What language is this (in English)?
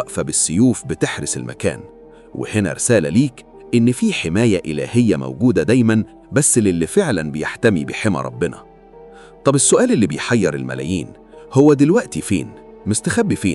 Egyptian Arabic